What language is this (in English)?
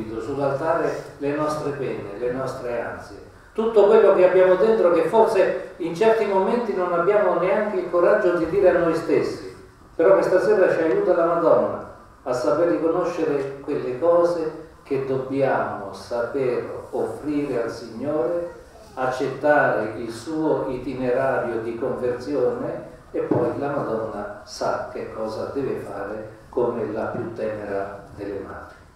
Italian